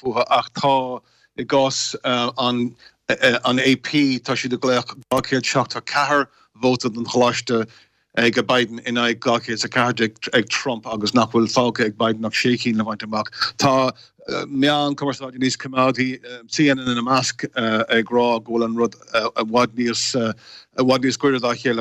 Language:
Irish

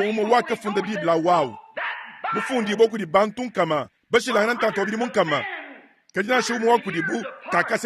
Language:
Luba-Lulua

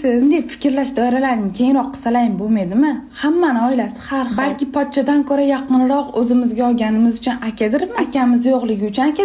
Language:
Uzbek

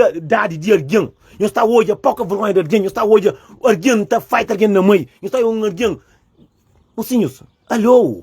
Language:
Kabuverdianu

